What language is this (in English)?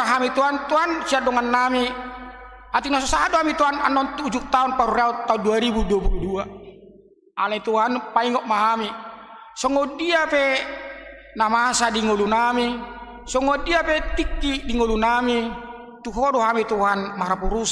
Batak Toba